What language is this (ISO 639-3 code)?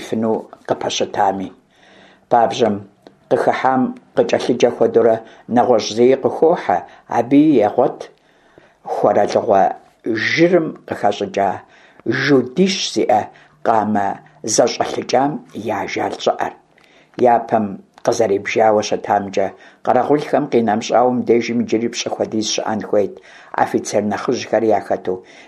kbd